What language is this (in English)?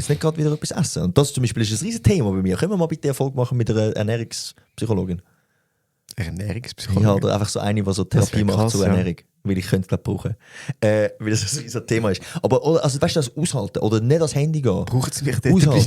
Swiss German